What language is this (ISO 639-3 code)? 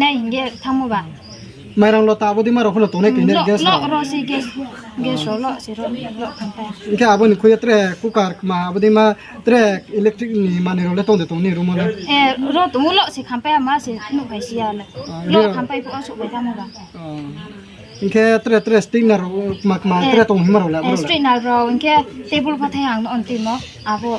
ria